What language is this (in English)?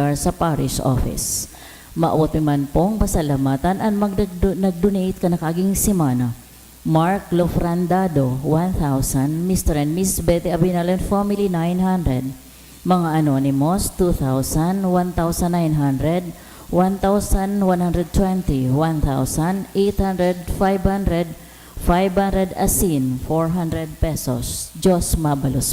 Bikol